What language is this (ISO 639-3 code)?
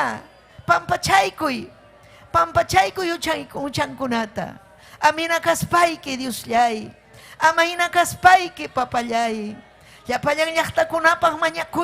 quy